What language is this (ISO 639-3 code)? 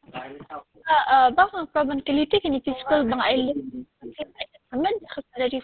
kha